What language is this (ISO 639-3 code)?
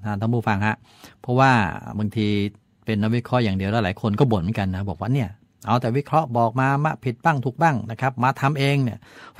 tha